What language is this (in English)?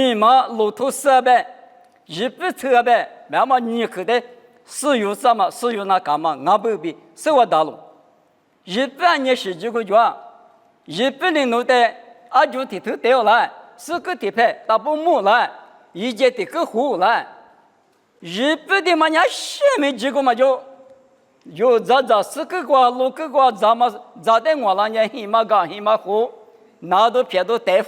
Lisu